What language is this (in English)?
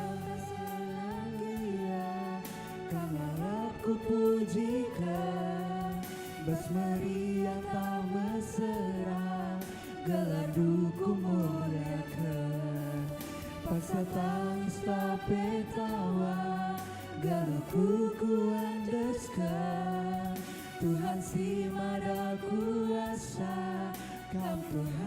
Batak Karo